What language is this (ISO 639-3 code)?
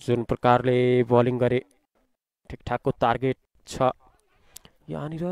nep